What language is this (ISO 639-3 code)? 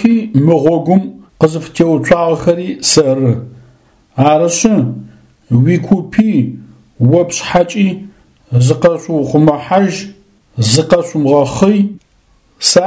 ady